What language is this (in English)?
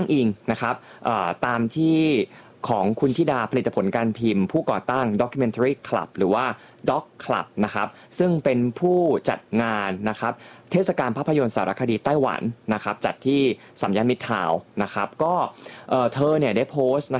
Thai